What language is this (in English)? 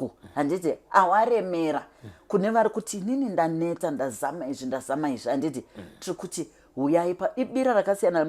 Shona